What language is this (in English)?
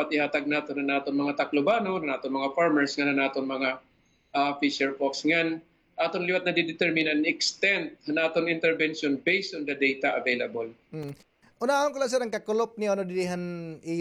Waray